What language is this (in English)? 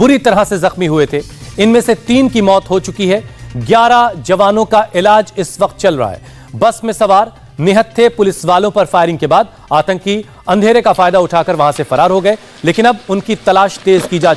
Hindi